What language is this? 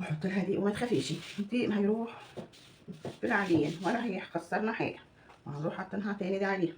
Egyptian Arabic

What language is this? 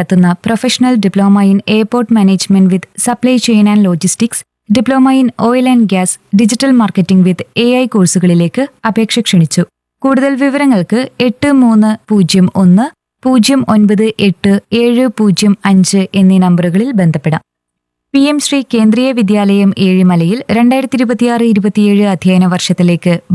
Malayalam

